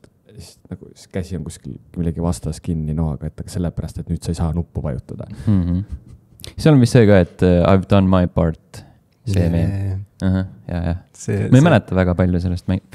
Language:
Estonian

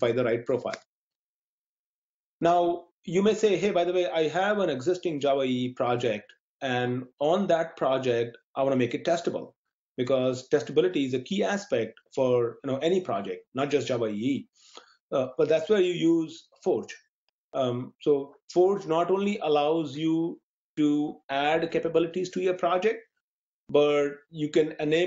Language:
English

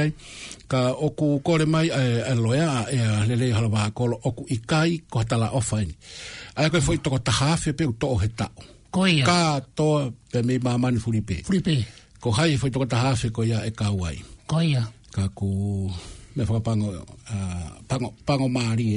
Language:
Tongan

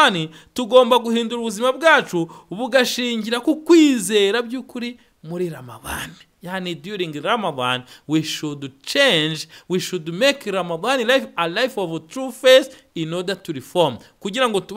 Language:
Kinyarwanda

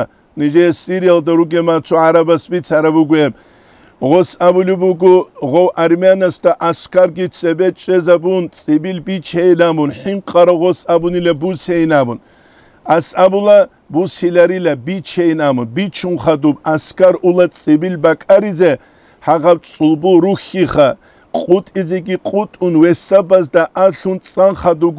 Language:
Avaric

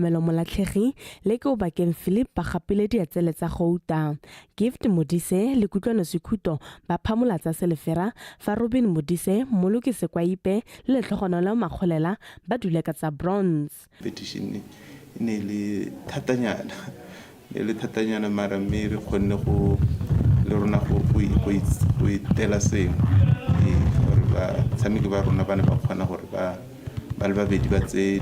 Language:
Tswana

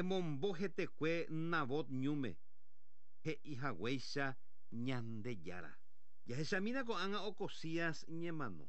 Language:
Guarani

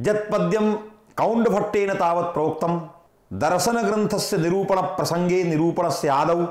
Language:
Sanskrit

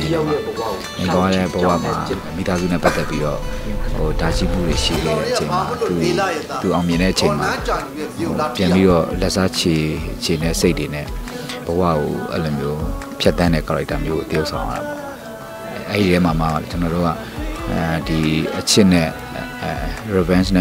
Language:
Burmese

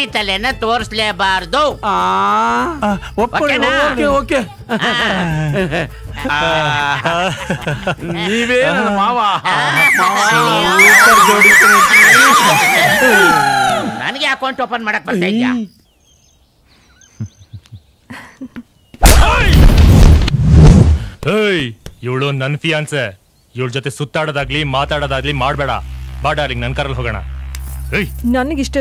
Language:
Kannada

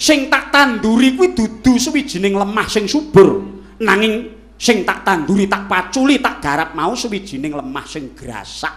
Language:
Javanese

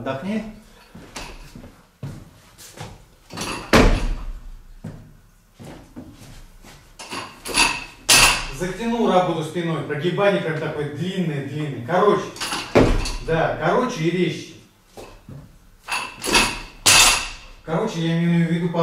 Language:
Russian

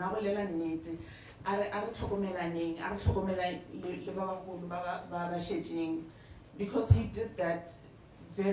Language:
Northern Sotho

